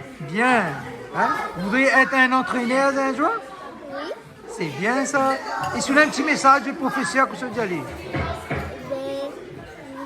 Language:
Réunion Creole French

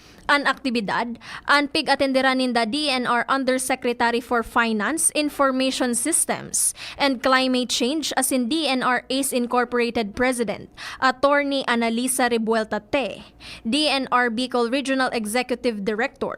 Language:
Bikol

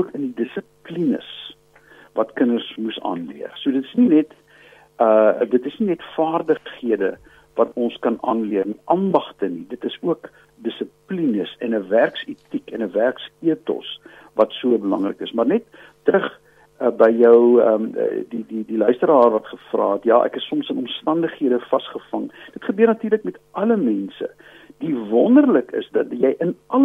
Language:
Afrikaans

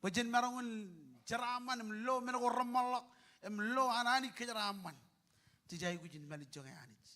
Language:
Marshallese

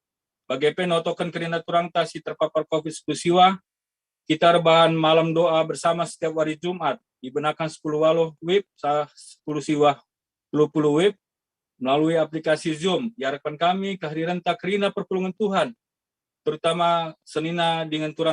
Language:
Batak Karo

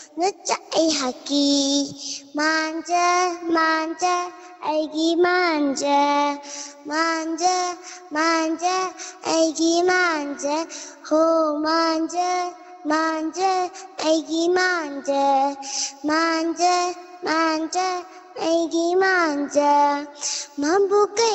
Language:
Manipuri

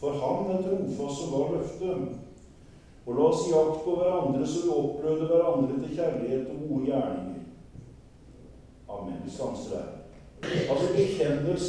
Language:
Norwegian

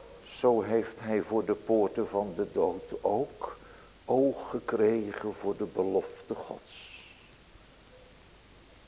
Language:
Dutch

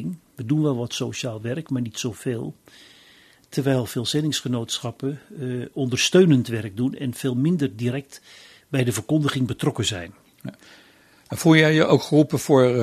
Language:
Dutch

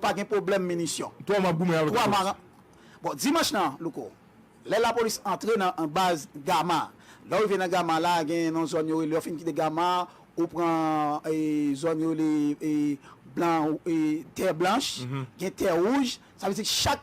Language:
Haitian Creole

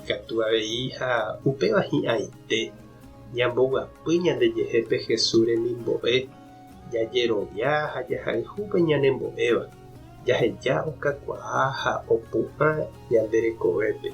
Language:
Guarani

